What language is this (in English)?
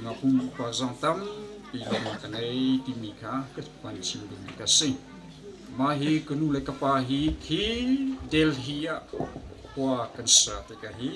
Hakha Chin